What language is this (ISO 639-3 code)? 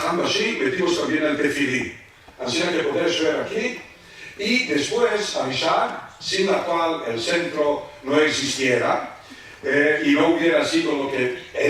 lad